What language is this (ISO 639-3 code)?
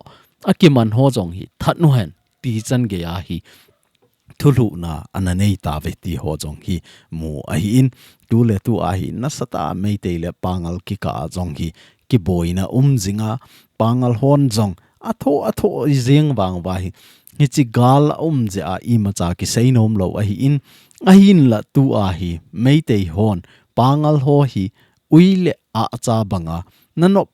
tcz